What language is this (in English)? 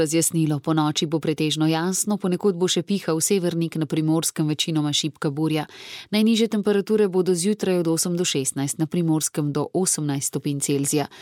Slovenian